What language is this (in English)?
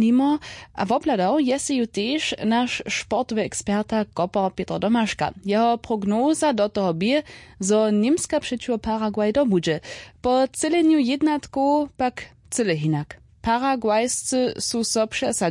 Upper Sorbian